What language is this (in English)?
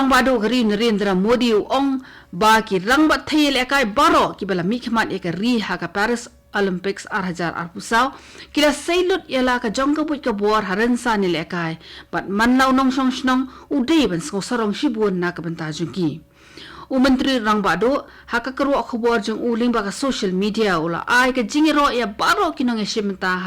Khasi